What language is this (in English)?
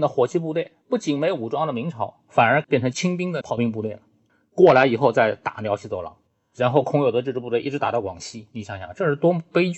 Chinese